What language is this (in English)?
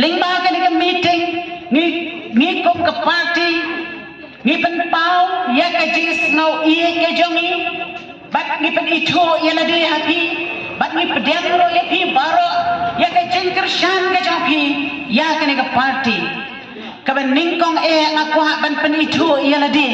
Khasi